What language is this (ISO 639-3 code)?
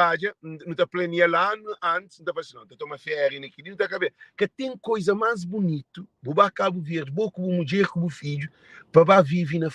kea